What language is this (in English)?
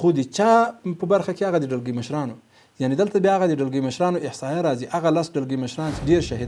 Pashto